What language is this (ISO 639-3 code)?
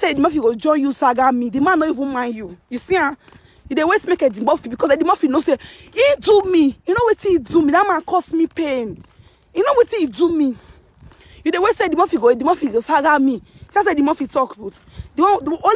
pcm